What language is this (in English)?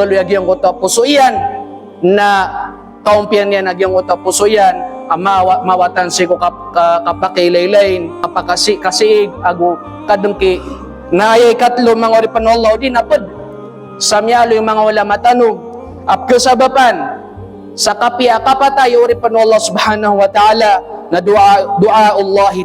Maranao